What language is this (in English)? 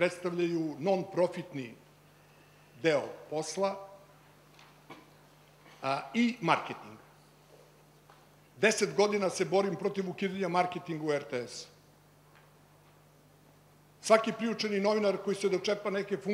Serbian